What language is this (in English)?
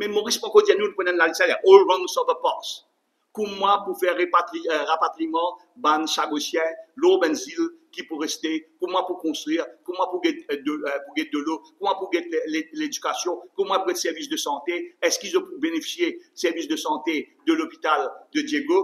Morisyen